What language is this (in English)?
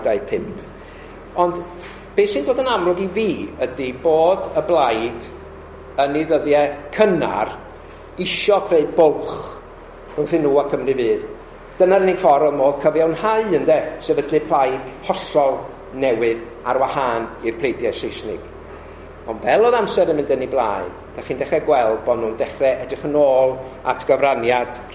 Welsh